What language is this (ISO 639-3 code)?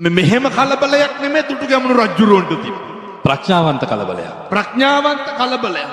sin